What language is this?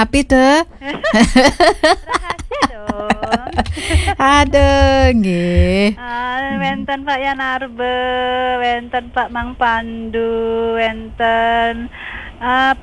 Balinese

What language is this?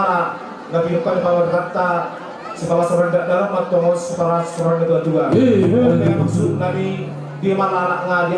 Batak Toba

